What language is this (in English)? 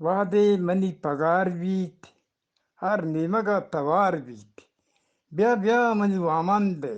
Eastern Balochi